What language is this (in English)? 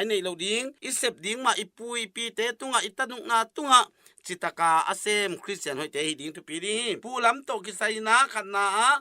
Tedim Chin